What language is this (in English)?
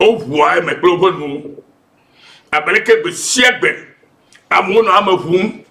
Ewe